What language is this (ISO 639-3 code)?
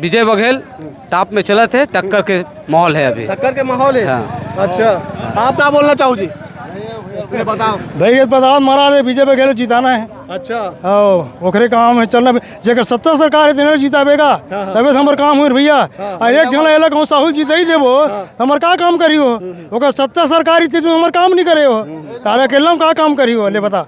hne